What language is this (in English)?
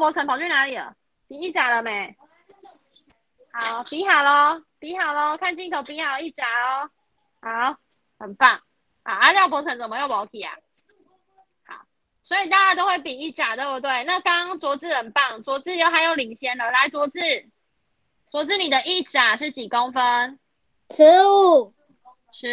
Chinese